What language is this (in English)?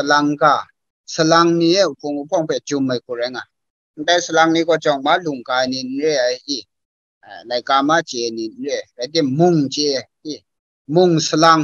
Kachin